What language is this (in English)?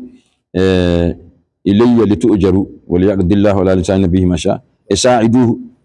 Fula